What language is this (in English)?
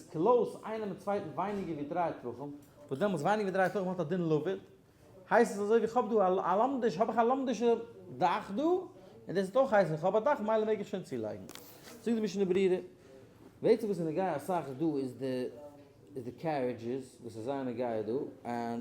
Yiddish